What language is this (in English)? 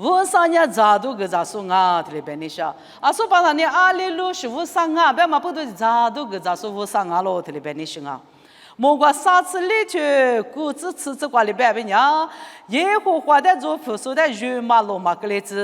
Lisu